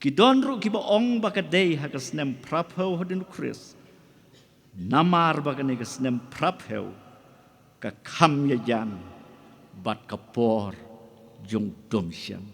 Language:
Khasi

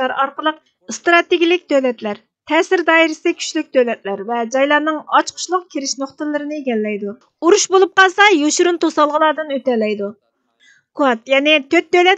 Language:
Uyghur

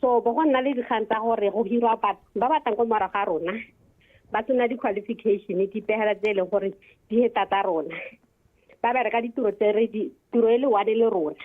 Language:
Tswana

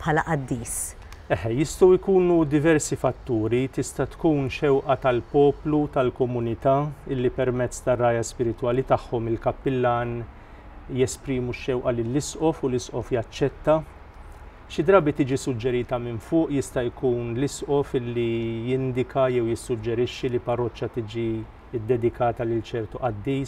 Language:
Maltese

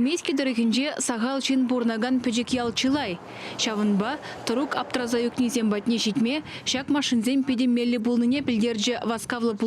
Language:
Chuvash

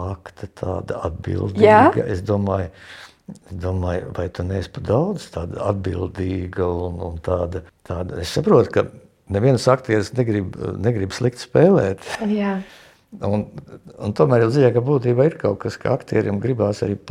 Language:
Latvian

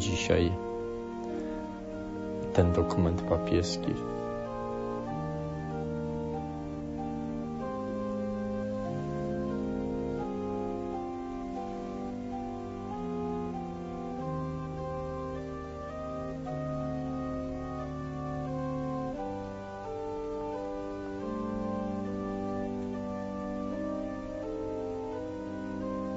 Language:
Polish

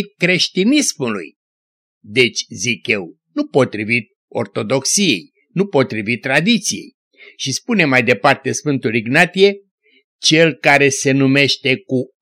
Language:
Romanian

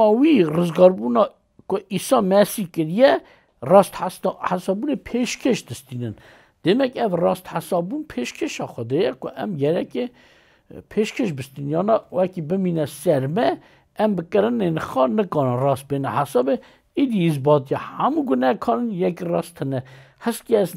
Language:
Kurdish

